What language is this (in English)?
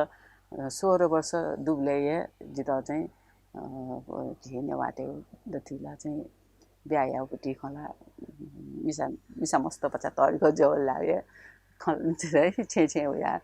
Newari